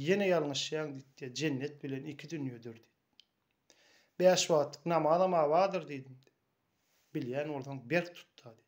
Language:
Turkmen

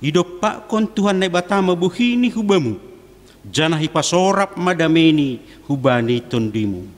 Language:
Batak Simalungun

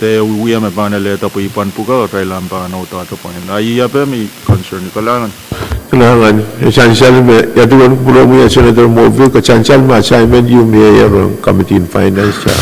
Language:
Pohnpeian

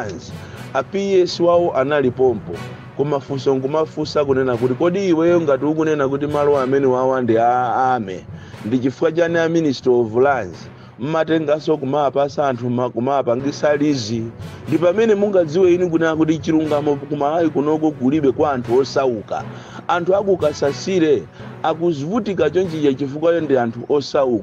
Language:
Nyanja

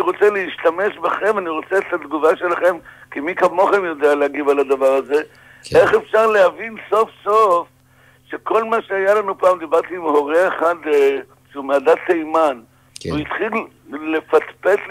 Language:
Hebrew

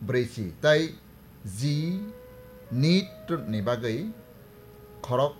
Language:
Kok Borok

